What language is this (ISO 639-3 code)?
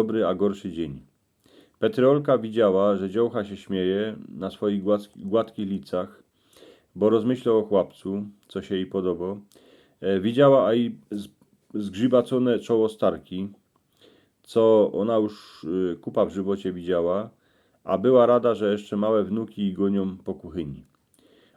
szl